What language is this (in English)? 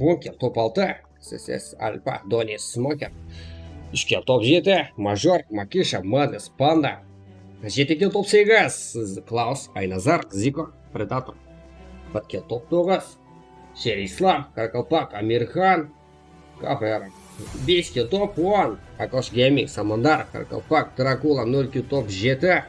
Kara-Kalpak